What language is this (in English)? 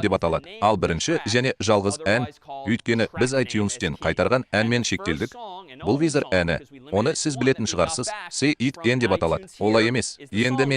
Kazakh